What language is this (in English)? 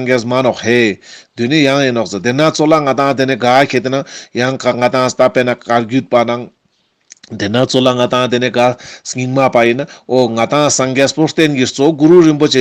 Ladakhi